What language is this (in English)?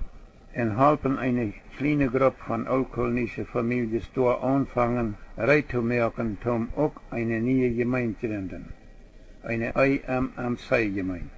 Plautdietsch